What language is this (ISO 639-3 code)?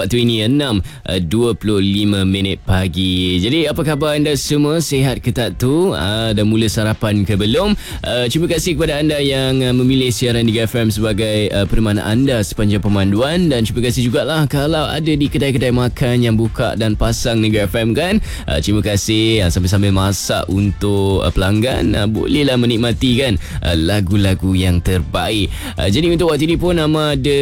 msa